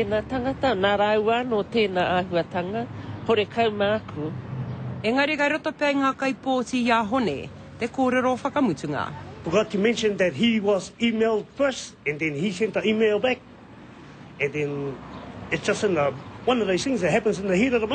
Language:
Māori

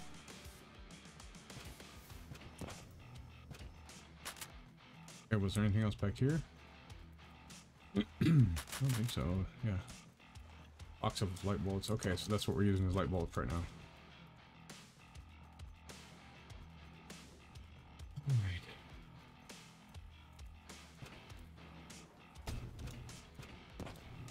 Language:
English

